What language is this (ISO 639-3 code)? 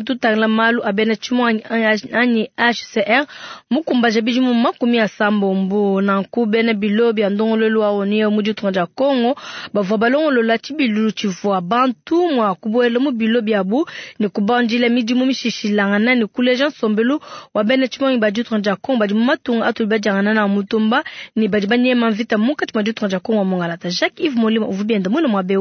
lua